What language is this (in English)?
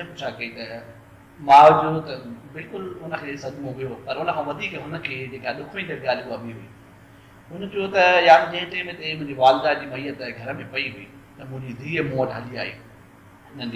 Sindhi